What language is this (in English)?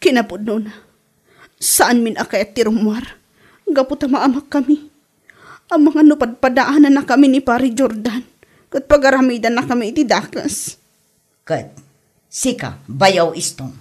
Iloko